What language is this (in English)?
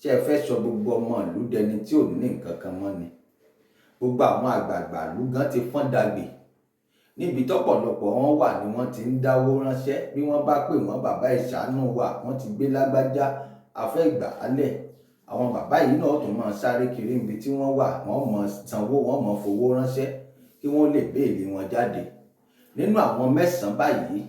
Yoruba